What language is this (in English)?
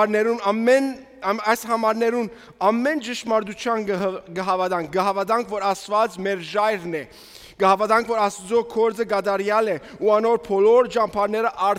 Western Armenian